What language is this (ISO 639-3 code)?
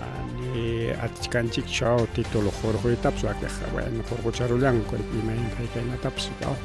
quy